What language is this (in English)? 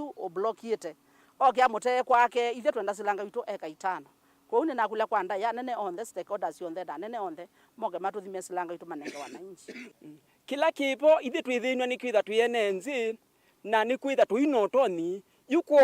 Kamba